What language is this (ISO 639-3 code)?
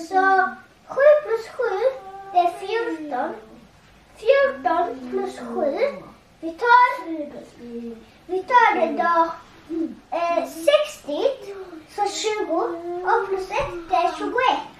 fao